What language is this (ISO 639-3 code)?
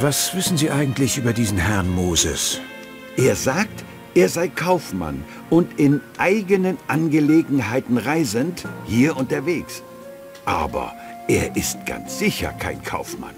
bar